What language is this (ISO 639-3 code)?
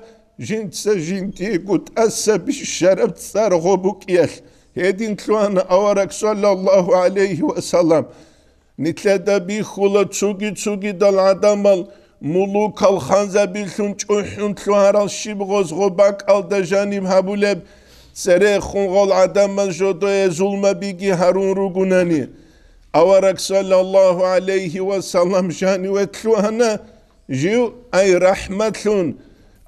ava